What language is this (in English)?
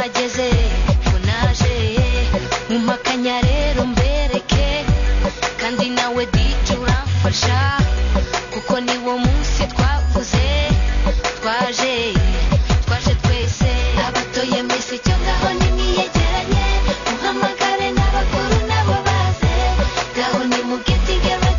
Kinyarwanda